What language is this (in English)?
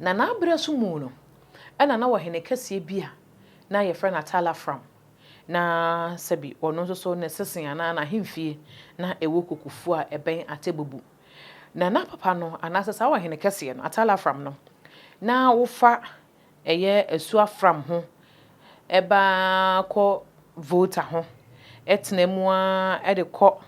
Akan